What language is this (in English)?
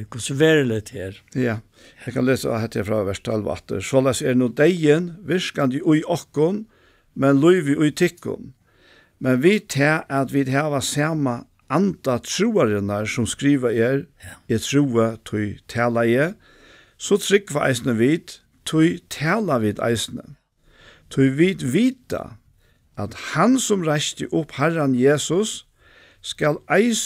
Faroese